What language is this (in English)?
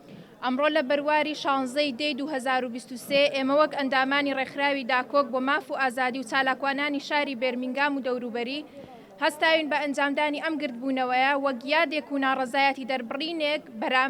Central Kurdish